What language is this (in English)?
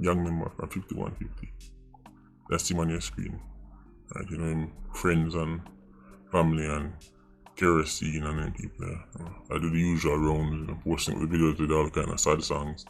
Jamaican Creole English